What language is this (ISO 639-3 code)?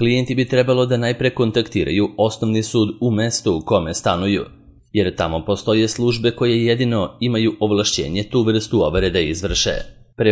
srp